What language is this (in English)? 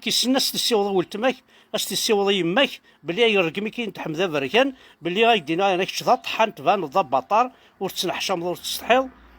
Kabyle